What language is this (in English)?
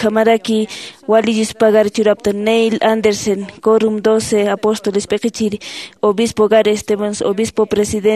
Aymara